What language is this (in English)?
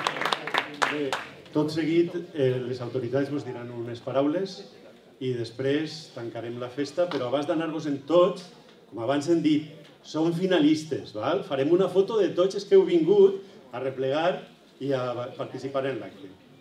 Catalan